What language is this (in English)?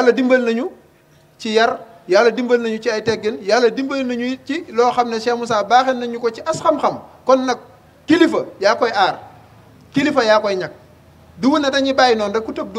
Wolof